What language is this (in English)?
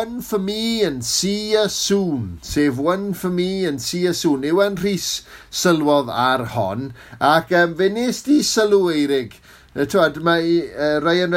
Welsh